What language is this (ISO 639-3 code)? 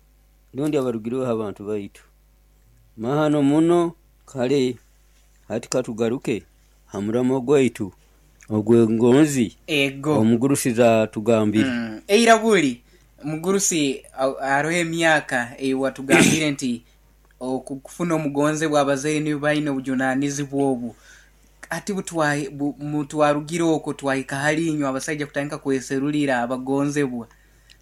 nyo